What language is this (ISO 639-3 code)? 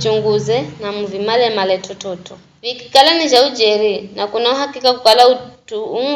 nyf